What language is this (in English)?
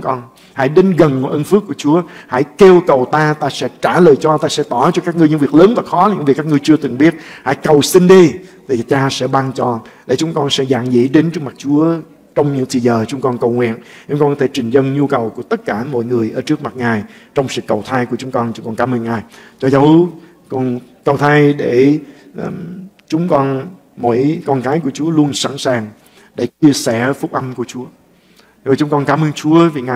Vietnamese